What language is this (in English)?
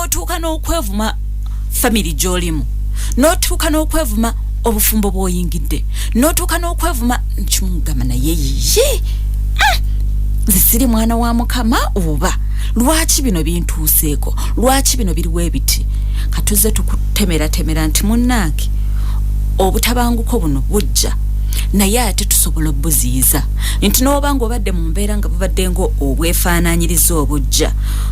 Ganda